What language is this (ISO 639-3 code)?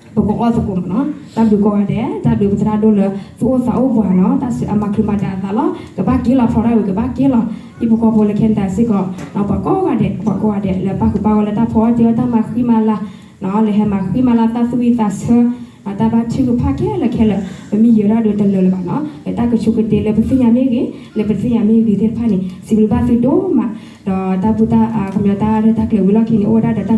ksw